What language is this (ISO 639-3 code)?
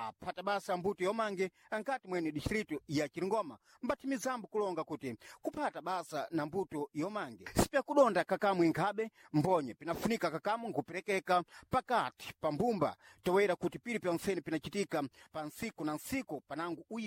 seh